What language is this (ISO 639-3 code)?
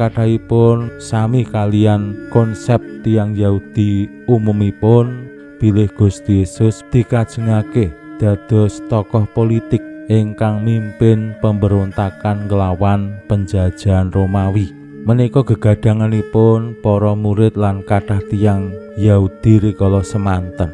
jav